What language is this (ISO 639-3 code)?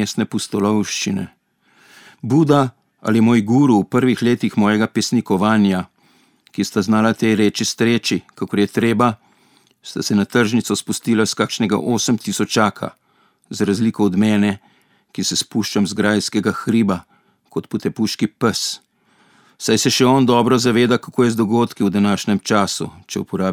slv